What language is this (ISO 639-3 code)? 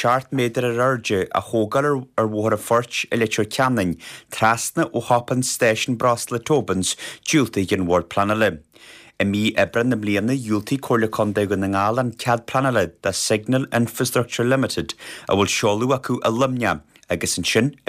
gle